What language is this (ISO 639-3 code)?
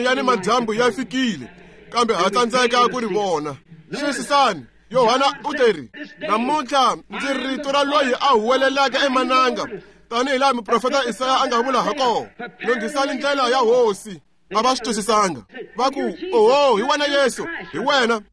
tso